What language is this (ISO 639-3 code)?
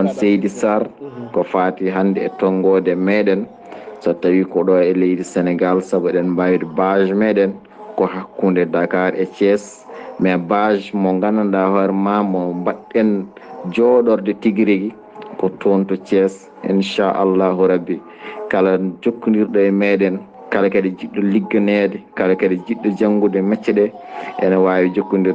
ful